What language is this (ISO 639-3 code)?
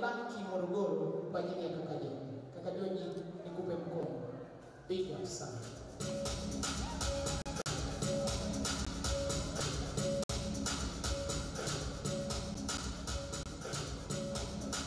swa